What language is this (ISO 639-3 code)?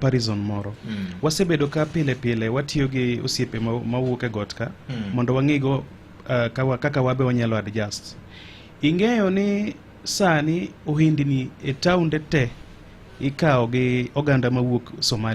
luo